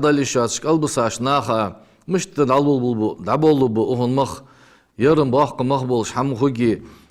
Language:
Ingush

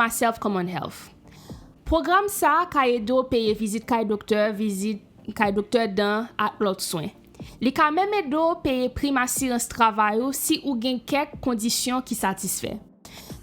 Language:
Haitian Creole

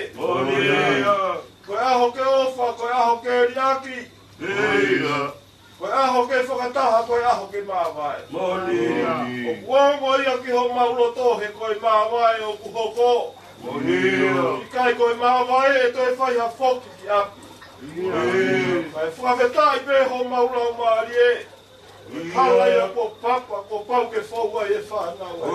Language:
Tongan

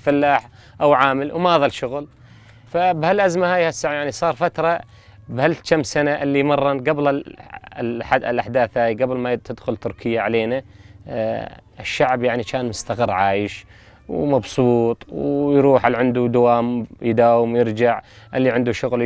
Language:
North Mesopotamian Arabic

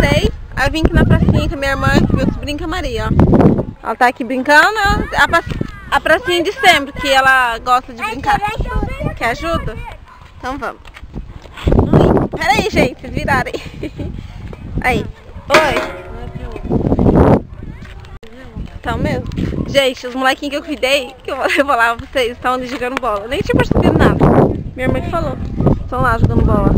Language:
Portuguese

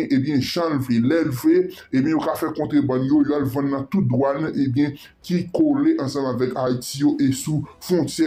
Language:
Haitian Creole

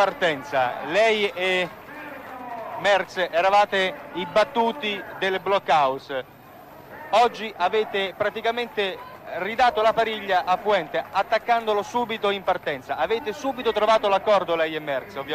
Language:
Italian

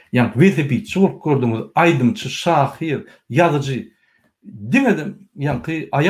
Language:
Turkmen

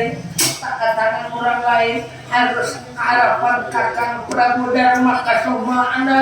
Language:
Banjar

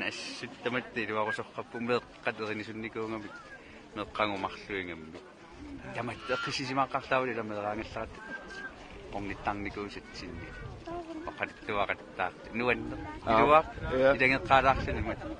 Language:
Kalaallisut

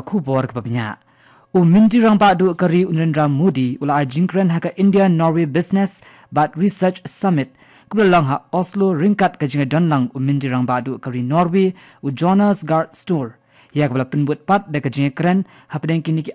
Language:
Khasi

